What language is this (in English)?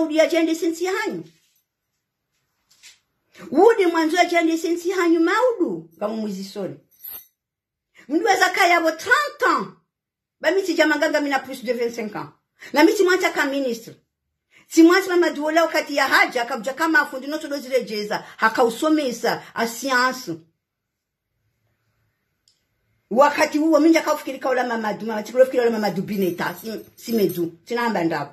Swahili